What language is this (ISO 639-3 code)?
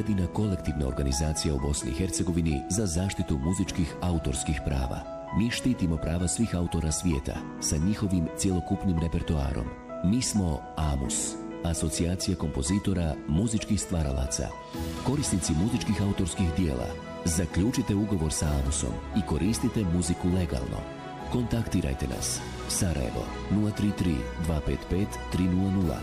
bos